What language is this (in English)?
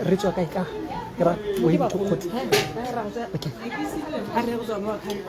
Tswana